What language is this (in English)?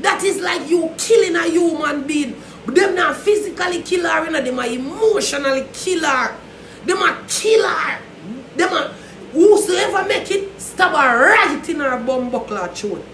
Jamaican Creole English